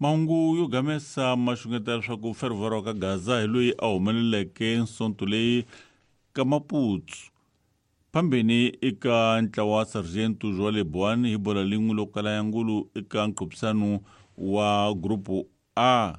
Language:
Tsonga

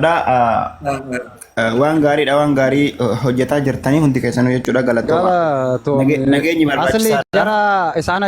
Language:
Oromo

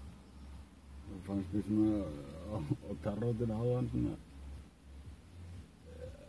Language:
Icelandic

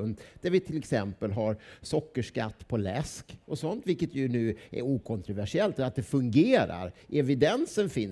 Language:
Swedish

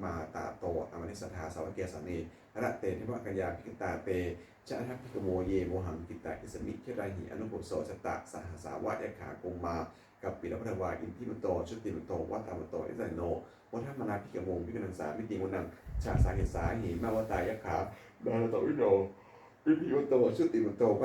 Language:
Pali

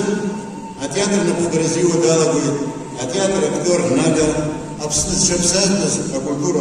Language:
Abkhazian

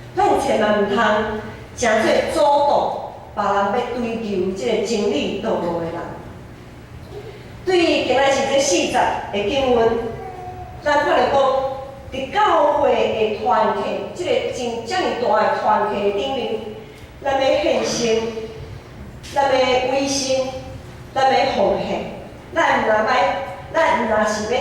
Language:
Min Nan Chinese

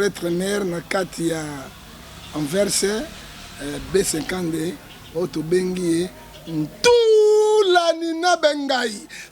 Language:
Lingala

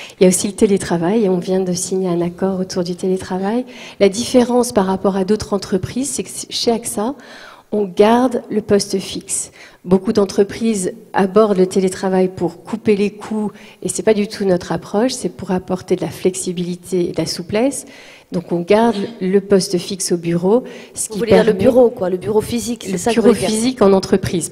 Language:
French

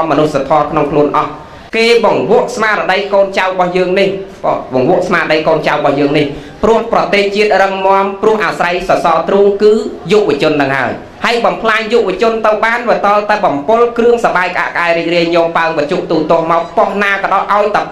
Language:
Khmer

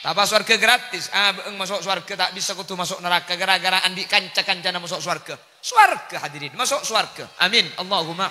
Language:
Madurese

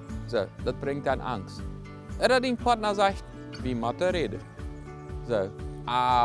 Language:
Plautdietsch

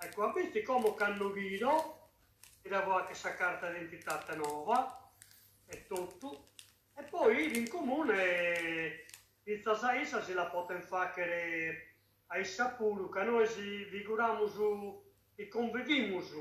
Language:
Sardinian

